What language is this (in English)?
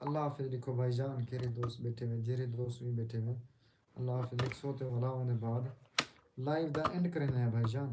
Saraiki